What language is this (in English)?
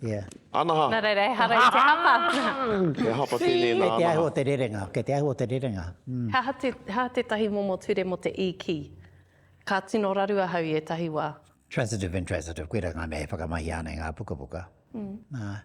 Māori